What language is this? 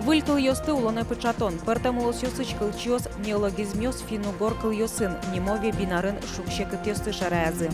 Udmurt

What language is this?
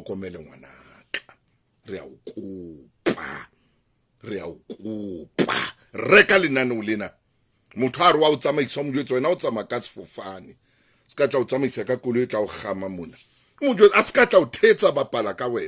Southern Sotho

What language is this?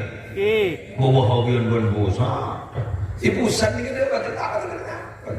Madurese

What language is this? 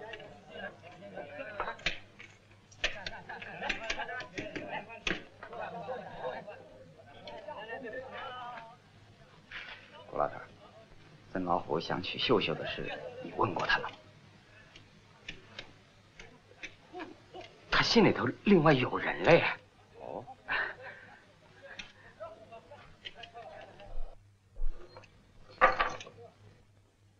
Chinese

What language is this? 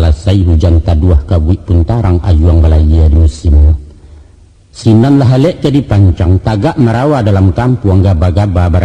Minangkabau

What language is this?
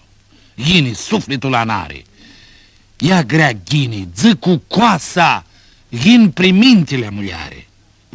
Aromanian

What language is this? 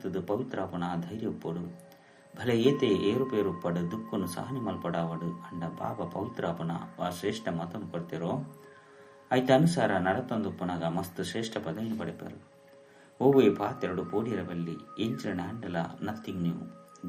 Tulu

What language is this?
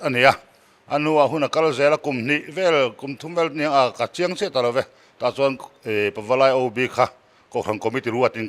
Mizo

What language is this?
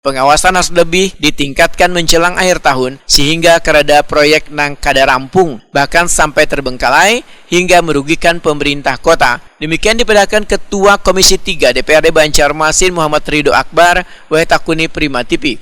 Banjar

